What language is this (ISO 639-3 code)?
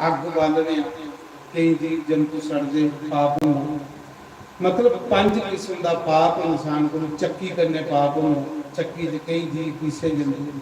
doi